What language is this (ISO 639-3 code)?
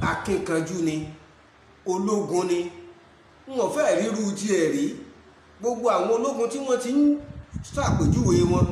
yor